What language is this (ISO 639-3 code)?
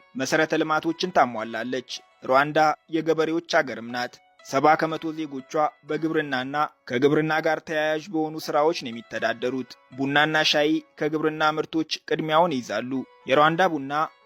amh